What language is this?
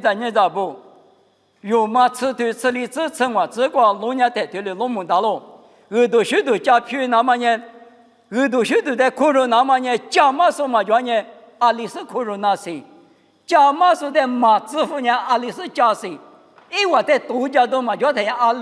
Lisu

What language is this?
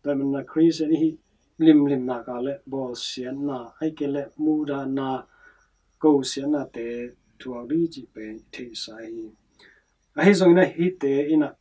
Tedim Chin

